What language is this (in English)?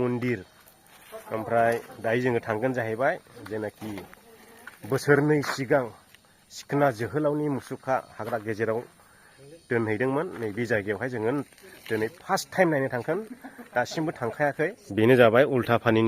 Bodo